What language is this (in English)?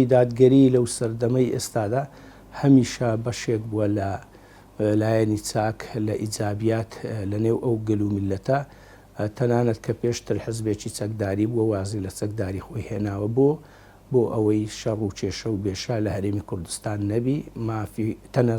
Central Kurdish